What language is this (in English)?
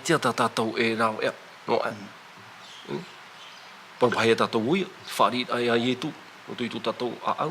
Tahitian